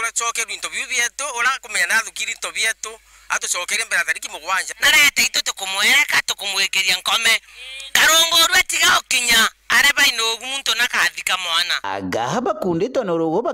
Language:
Meru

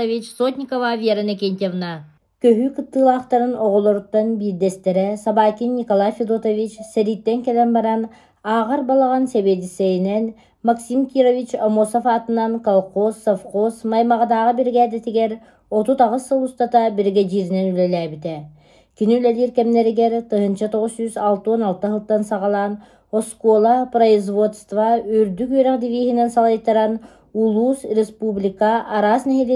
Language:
Yakut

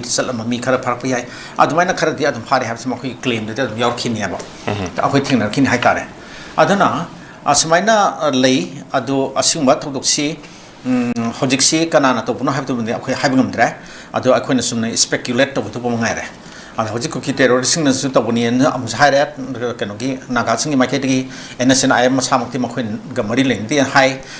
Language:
Manipuri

